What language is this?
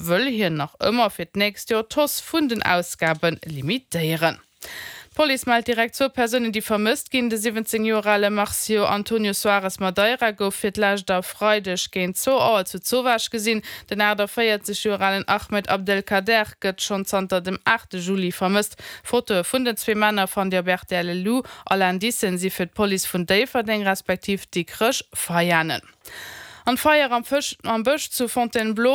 Luxembourgish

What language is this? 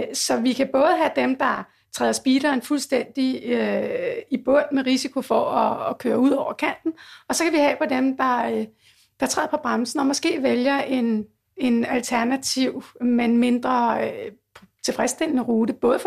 Danish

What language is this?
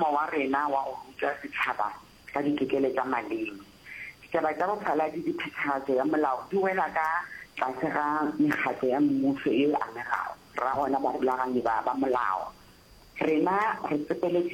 Northern Sotho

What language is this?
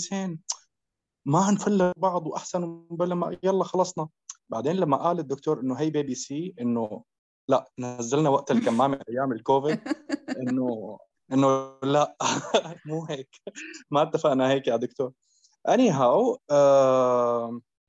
North Levantine Arabic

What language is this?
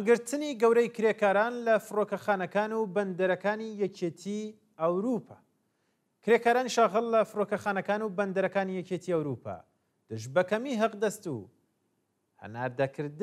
Central Kurdish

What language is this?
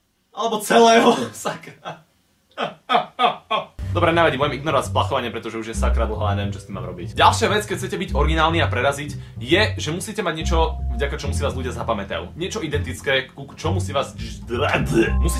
Slovak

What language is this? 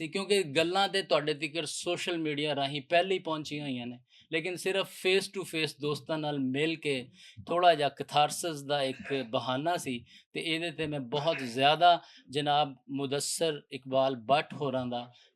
Western Panjabi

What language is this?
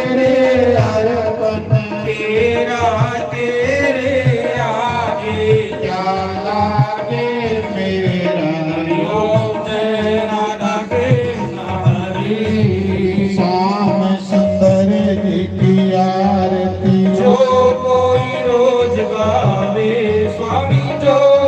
Dogri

